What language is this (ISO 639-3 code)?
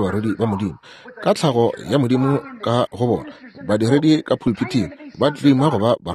nso